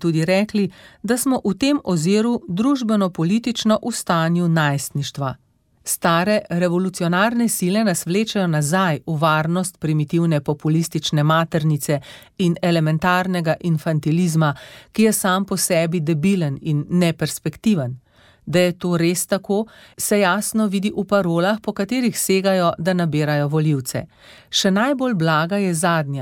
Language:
Slovenian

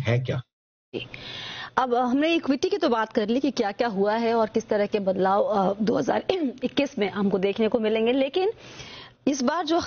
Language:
Hindi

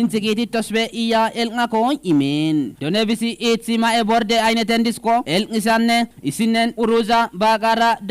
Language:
Kafa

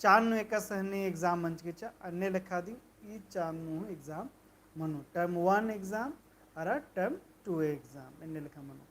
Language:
Kurukh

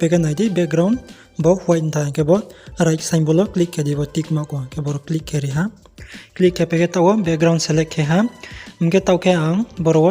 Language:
Riang (India)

